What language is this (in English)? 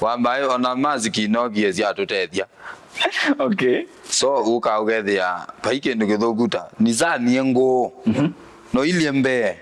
Kamba